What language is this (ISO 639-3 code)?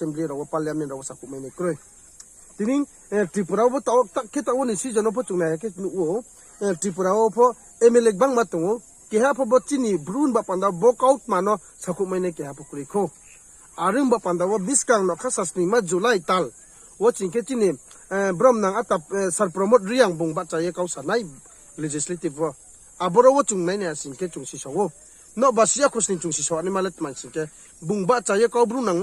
ria